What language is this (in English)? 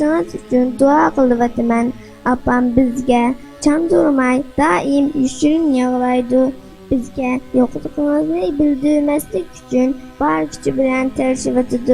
Uyghur